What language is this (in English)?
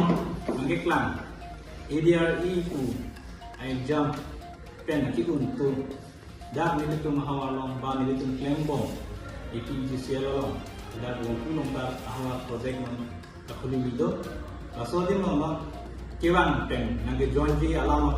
Karbi